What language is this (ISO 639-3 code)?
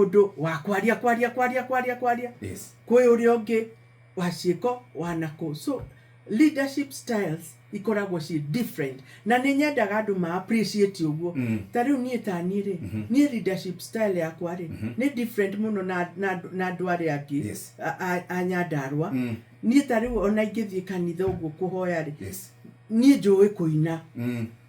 kik